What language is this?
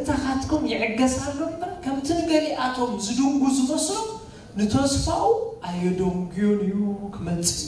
Tigrinya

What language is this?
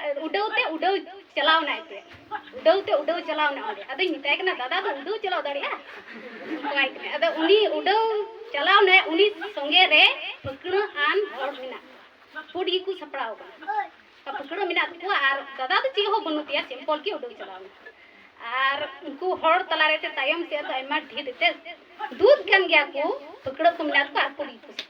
Santali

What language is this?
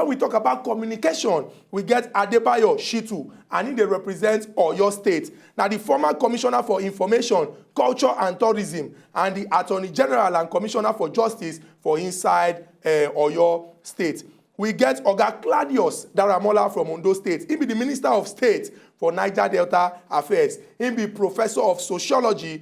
Nigerian Pidgin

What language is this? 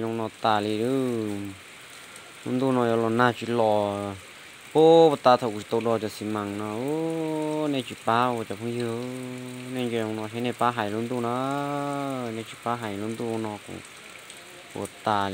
Hmong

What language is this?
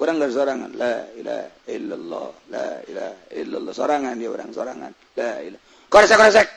Sundanese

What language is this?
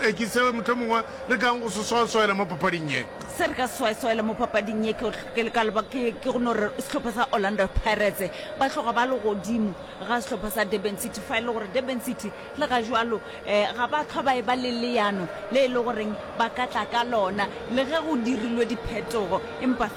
Northern Sotho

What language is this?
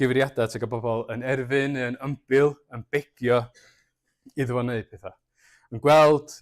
Welsh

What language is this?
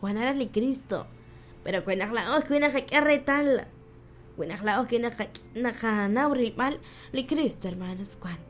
Kekchí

